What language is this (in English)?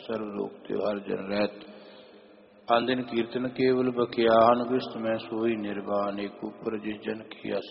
Punjabi